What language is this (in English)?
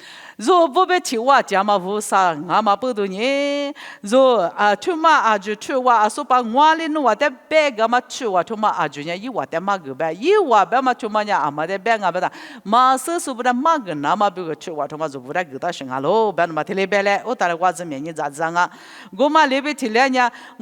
Lisu